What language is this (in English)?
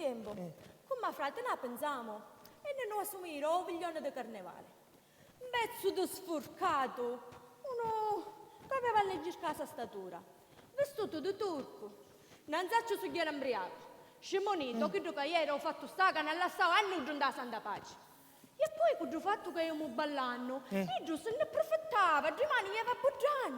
Sicilian